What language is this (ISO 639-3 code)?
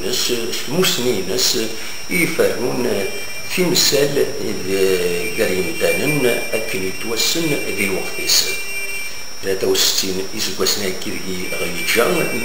kab